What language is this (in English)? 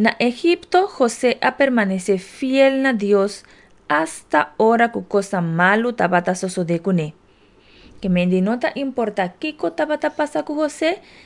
Papiamento